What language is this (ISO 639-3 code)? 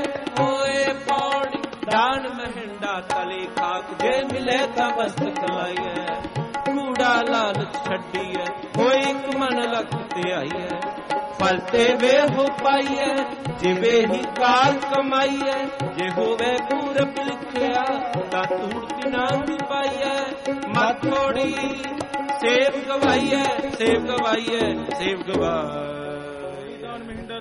pan